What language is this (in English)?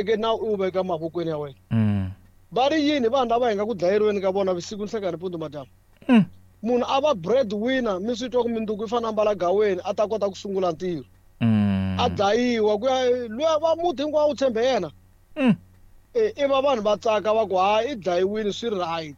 Tsonga